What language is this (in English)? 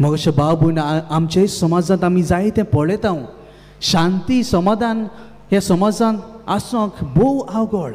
Konkani